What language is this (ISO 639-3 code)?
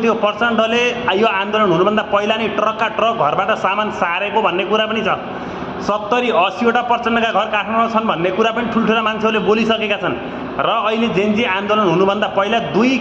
nep